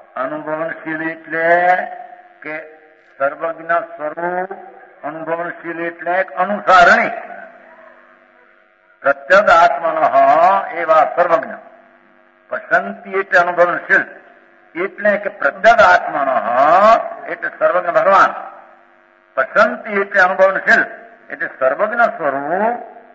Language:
Gujarati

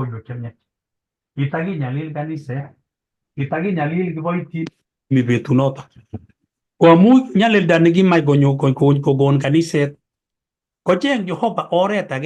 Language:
Kalenjin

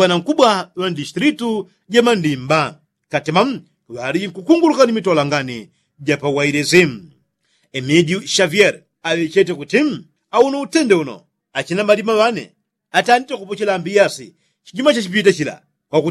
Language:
Yao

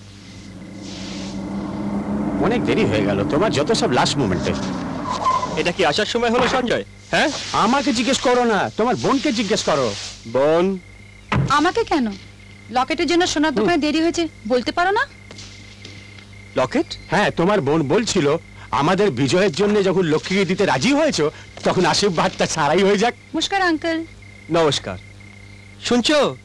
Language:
Bangla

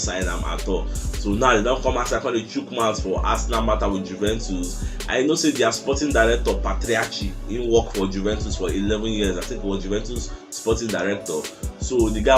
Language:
Nigerian Pidgin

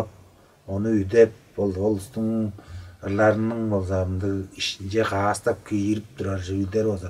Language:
Tuvinian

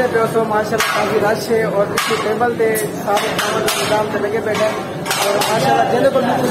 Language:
Saraiki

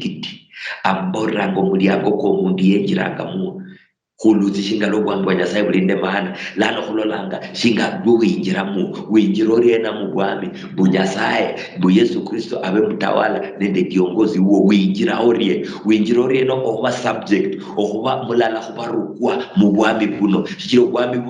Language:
Luyia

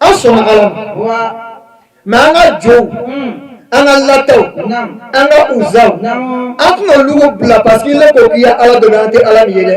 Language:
Bambara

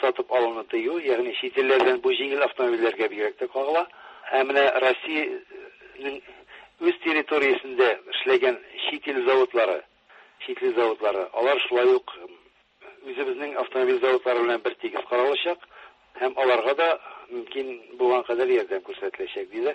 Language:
Tatar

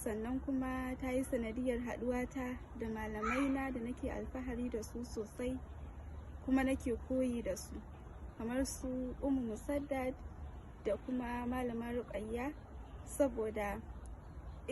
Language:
Hausa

